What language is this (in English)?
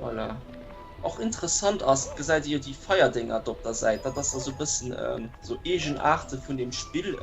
Luxembourgish